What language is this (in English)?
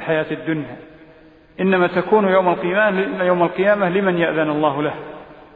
Arabic